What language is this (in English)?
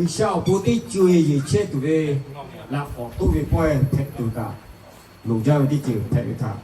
Lahu